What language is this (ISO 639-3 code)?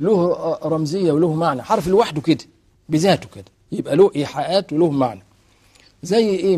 arz